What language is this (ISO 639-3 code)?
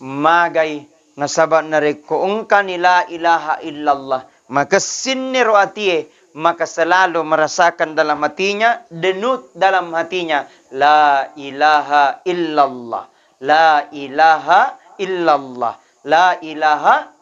bug